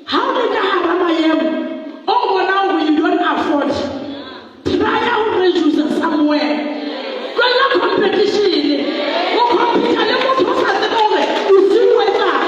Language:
Southern Sotho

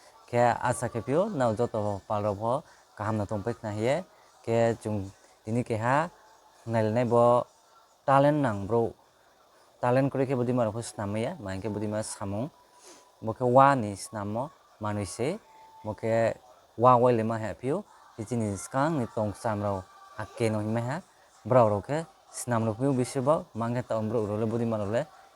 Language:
Kok Borok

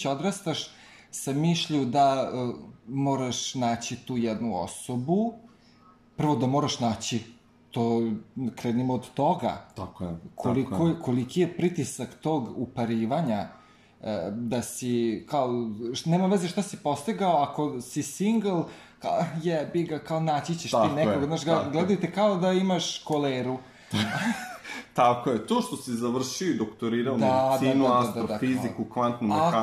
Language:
Serbian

